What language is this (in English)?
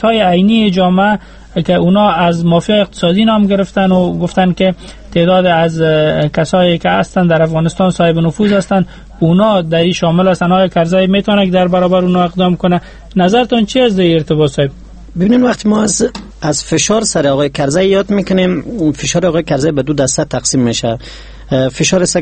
Persian